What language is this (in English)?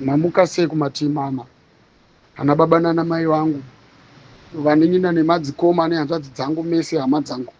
Shona